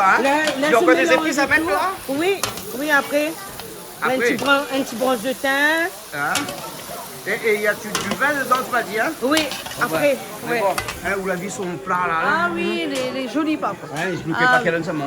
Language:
Réunion Creole French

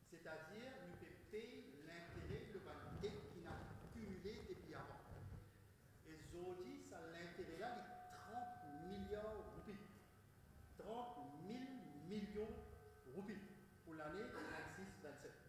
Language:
Morisyen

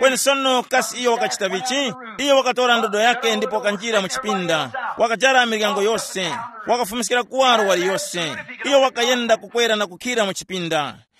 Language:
Tumbuka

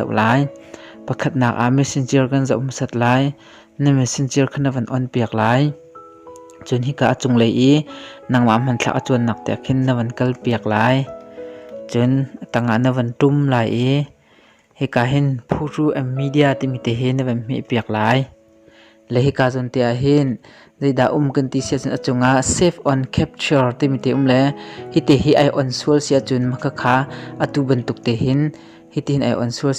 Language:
Hakha Chin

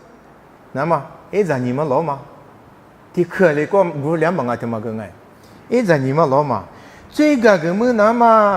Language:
Lisu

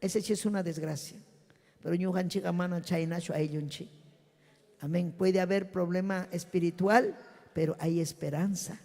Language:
Ayacucho Quechua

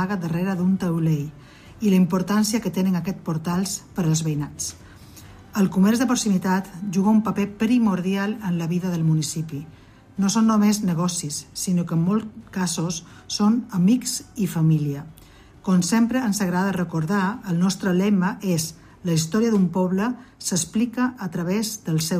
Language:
Catalan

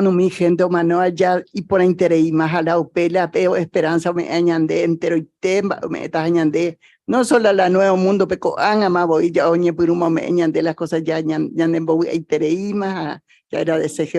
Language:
Guarani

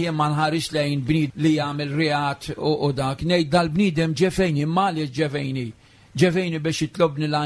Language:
Maltese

